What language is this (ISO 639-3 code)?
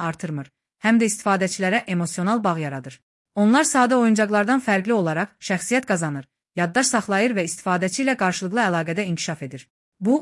aze